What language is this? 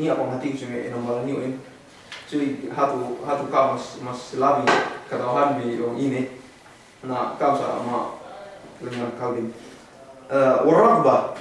Yakan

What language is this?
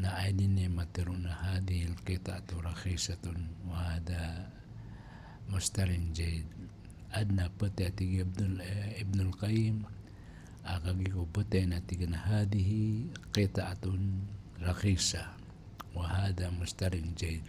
Maranao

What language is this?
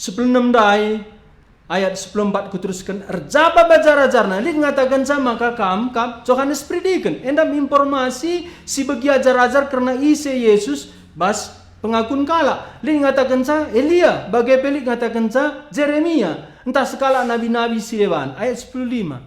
Batak Karo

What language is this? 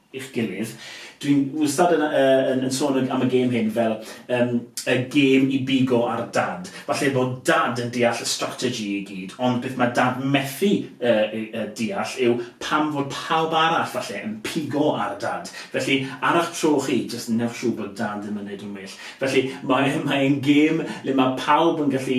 Welsh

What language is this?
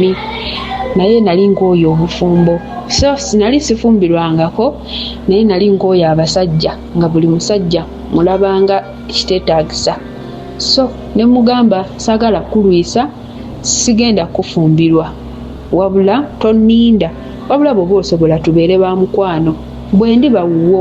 Ganda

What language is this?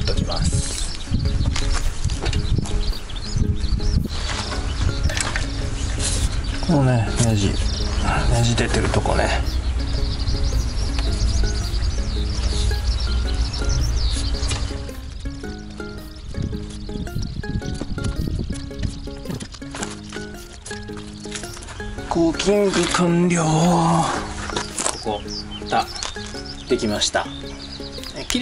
Japanese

